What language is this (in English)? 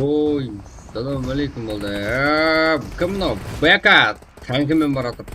Kara-Kalpak